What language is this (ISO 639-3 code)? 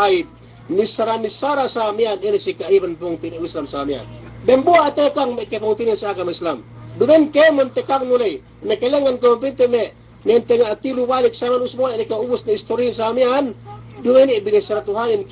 yka